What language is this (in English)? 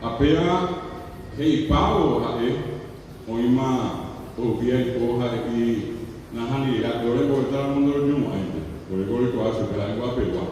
Guarani